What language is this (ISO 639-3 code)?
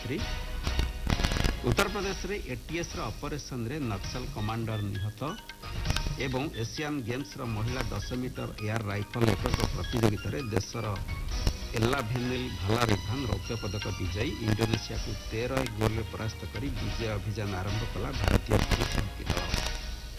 ori